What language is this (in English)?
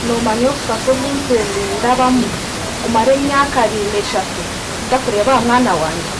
Nyankole